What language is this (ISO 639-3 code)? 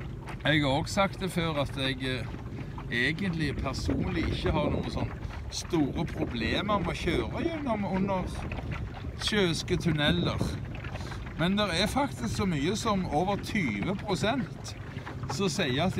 nor